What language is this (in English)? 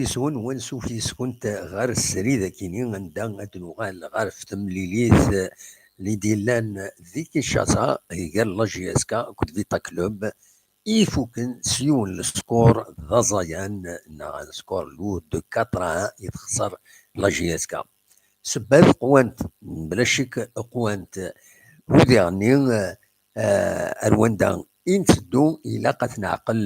Kabyle